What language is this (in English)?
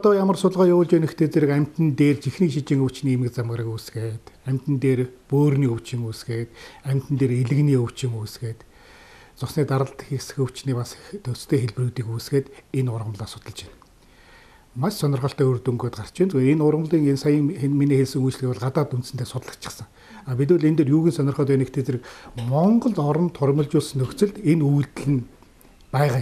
Mongolian